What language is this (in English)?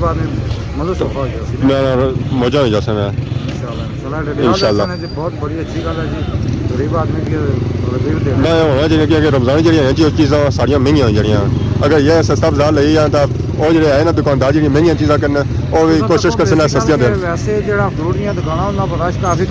Pahari-Potwari